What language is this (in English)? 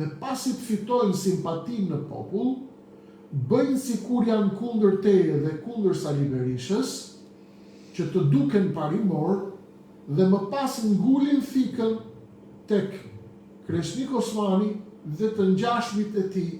Albanian